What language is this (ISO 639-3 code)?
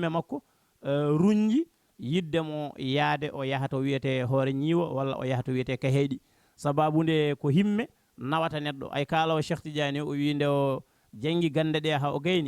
ful